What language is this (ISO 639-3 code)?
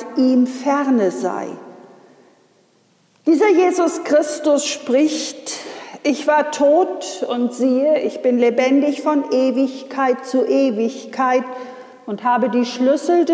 deu